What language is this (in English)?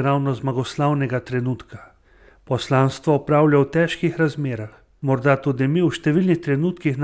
Slovenian